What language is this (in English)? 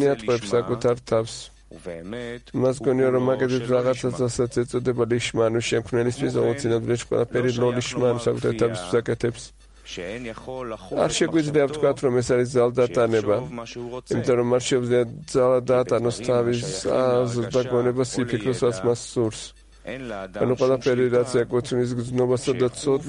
Georgian